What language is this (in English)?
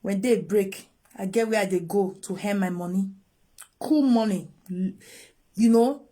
Nigerian Pidgin